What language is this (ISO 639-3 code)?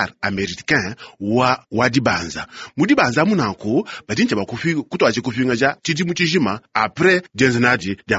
lua